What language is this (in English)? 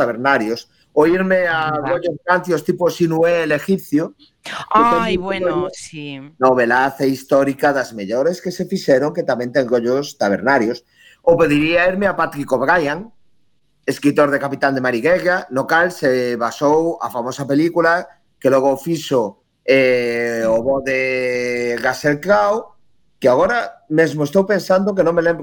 Galician